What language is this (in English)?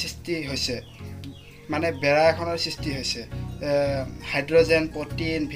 Assamese